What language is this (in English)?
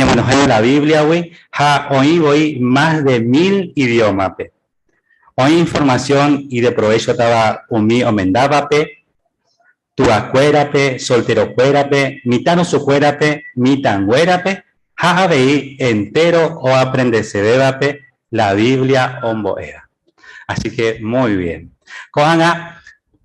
Guarani